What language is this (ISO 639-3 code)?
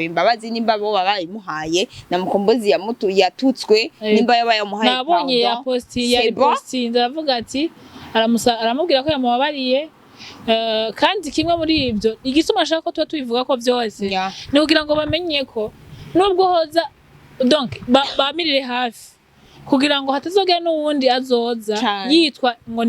run